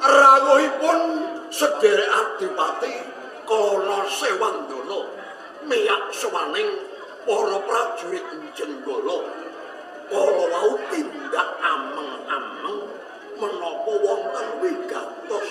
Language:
Javanese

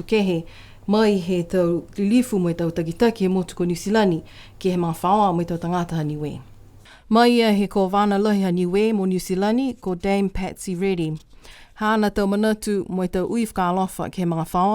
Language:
Niuean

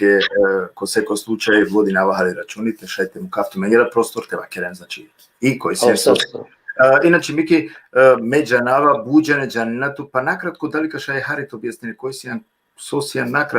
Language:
Balkan Romani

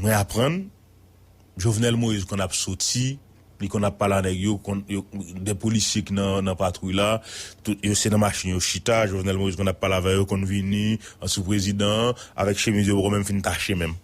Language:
Haitian Creole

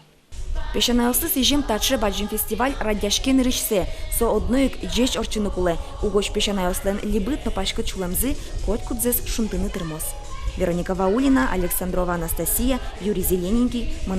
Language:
Udmurt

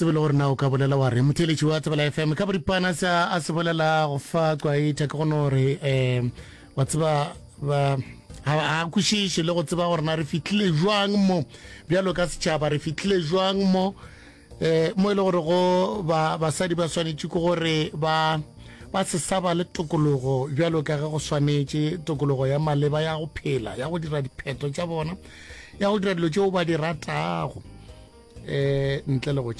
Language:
Northern Sotho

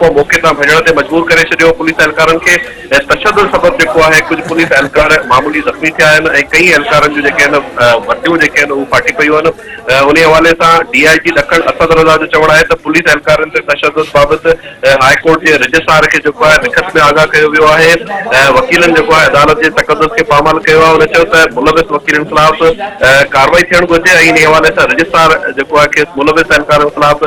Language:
Sindhi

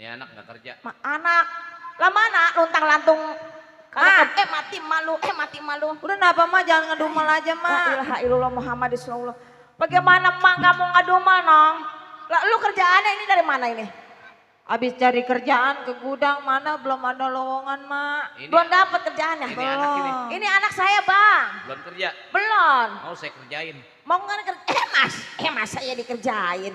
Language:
Betawi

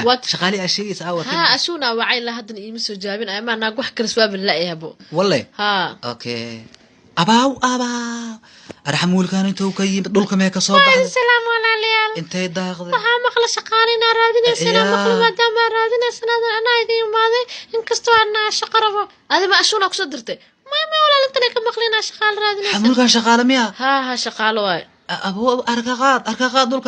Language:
Somali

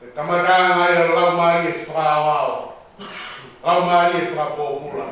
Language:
Tongan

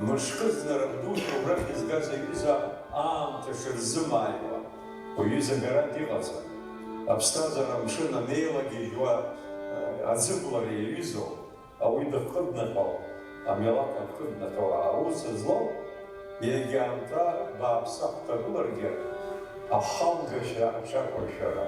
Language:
Abkhazian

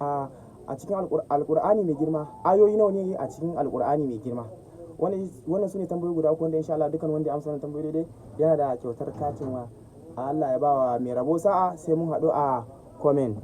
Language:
Hausa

